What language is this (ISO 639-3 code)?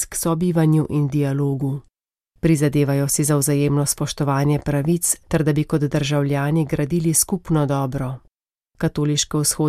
slv